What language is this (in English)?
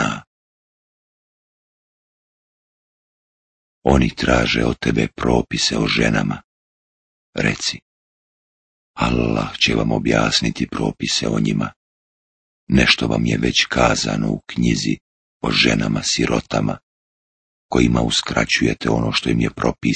Bosnian